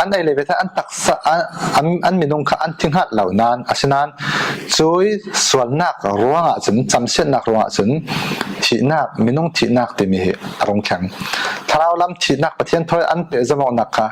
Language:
Falam Chin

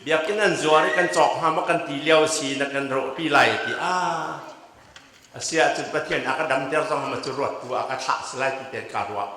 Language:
Hakha Chin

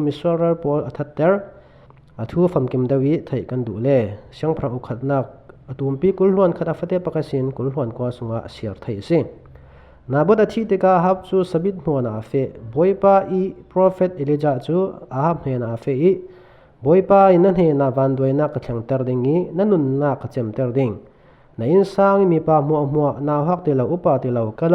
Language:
Falam Chin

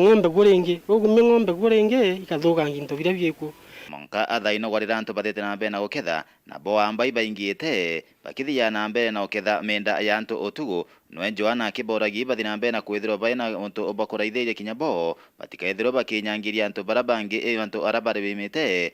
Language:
Meru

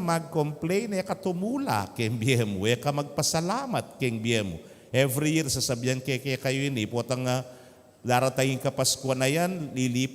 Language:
Pampanga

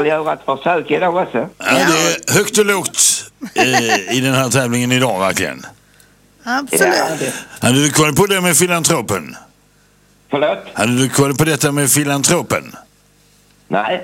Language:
Swedish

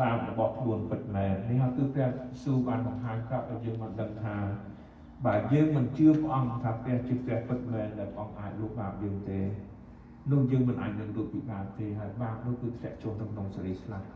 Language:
Khmer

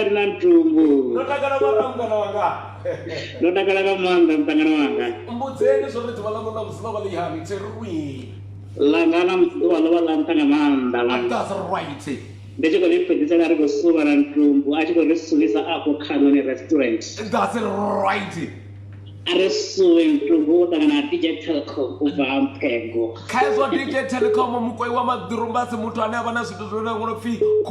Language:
Venda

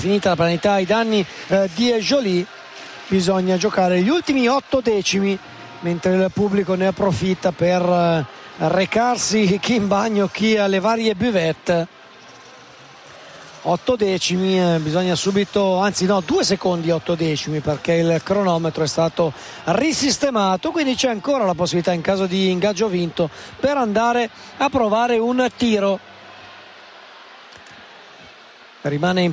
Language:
Italian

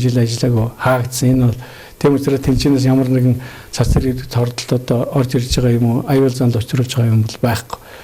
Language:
Mongolian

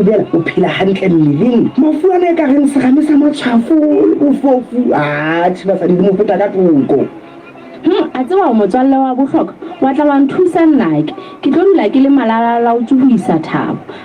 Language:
Southern Sotho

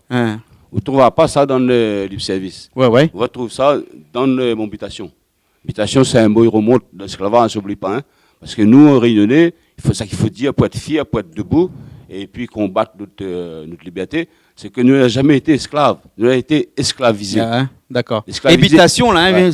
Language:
Réunion Creole French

